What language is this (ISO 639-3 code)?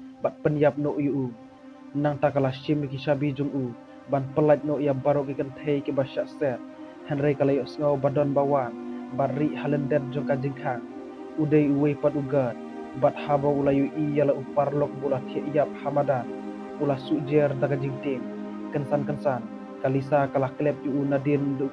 kha